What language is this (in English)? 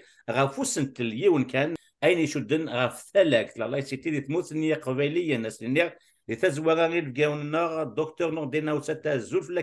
Kabyle